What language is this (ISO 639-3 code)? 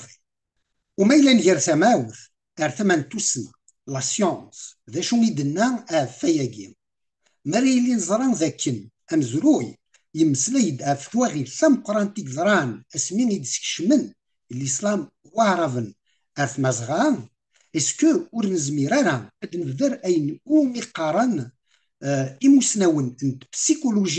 kab